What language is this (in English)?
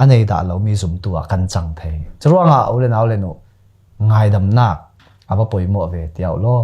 Falam Chin